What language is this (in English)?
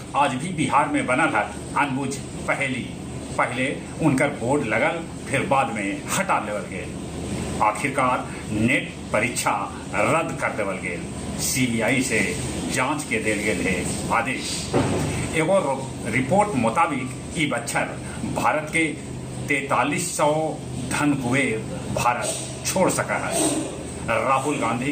Magahi